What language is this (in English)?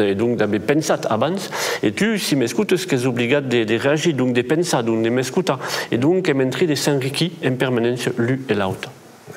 Occitan